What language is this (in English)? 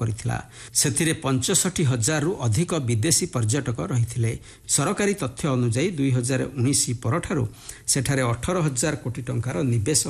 Odia